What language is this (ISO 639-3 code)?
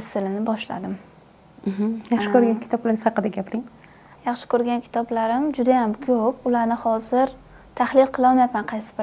uzb